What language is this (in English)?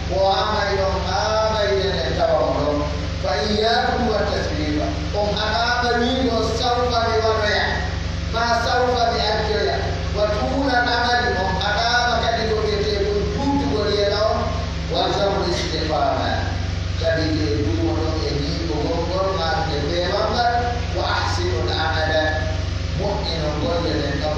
Pular